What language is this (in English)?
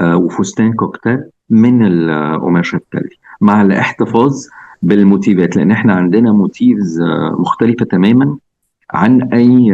Egyptian Arabic